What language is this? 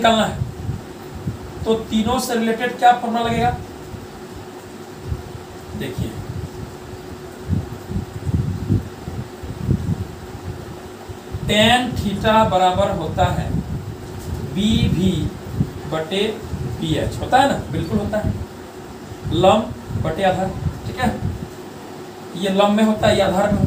Hindi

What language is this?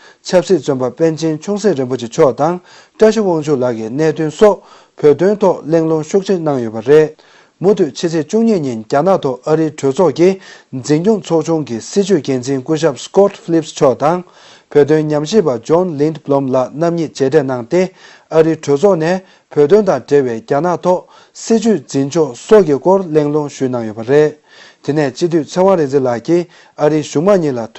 Tibetan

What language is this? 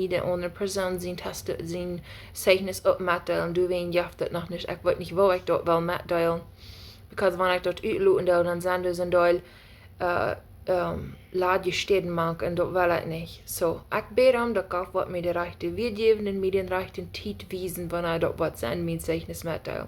Plautdietsch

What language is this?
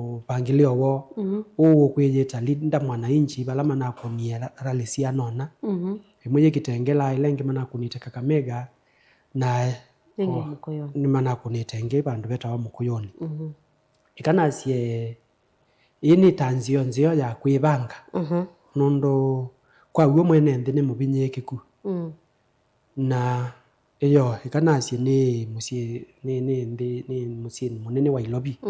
Kamba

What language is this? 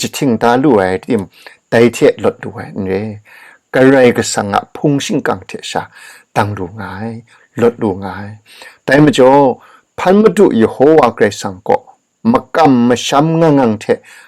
Kachin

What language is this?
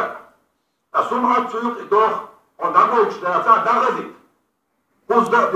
Chechen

